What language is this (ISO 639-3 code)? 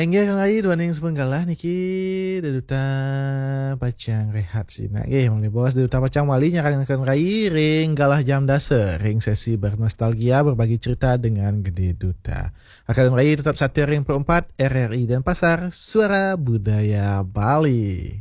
ban